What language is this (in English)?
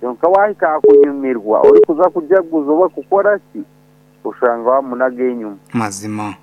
Nyankole